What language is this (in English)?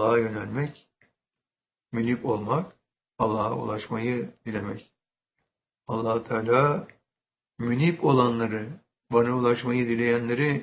Turkish